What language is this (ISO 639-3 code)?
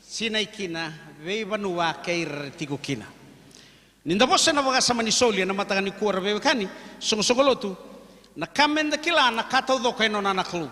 fij